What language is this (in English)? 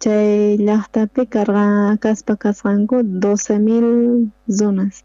South Bolivian Quechua